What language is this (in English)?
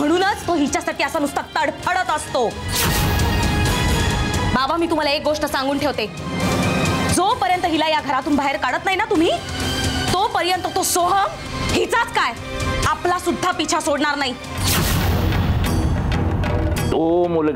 Marathi